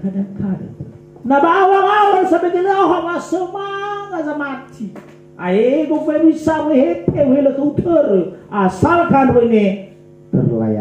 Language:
Nias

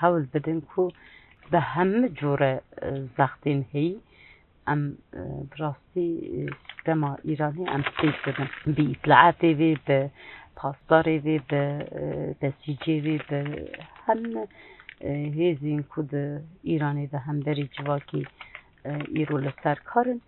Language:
Kurdish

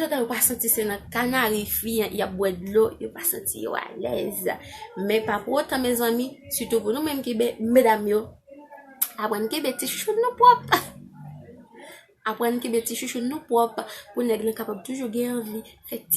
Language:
Haitian Creole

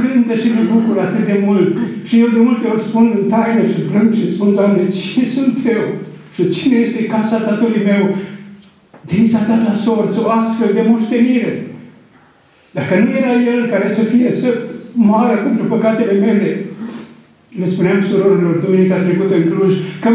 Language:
Romanian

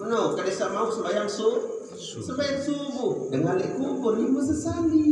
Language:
Sasak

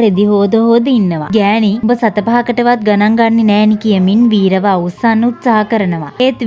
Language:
Sinhala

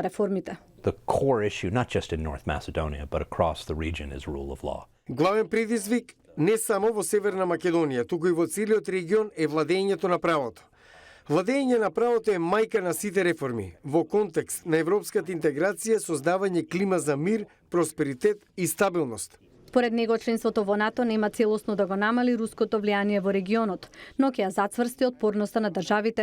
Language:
Macedonian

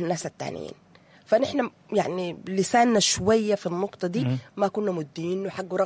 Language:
Sudanese Arabic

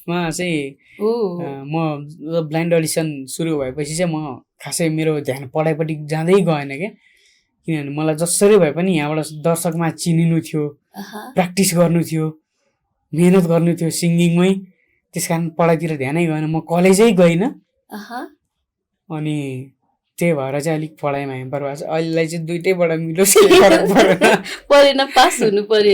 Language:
Nepali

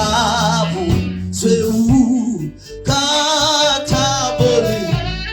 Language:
Tswana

